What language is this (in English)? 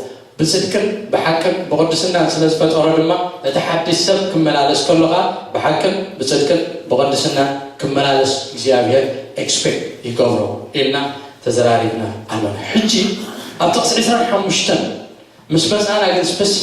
Tigrinya